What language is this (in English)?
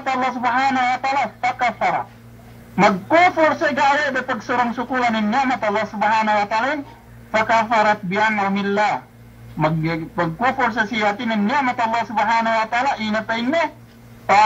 Yakan